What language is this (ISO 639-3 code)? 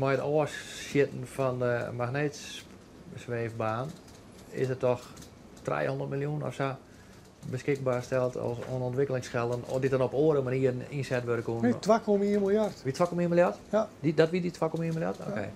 fry